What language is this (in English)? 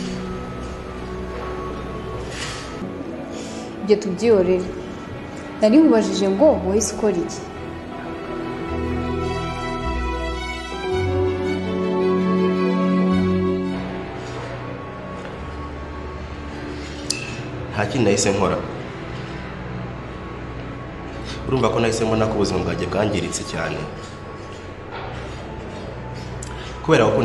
Kinyarwanda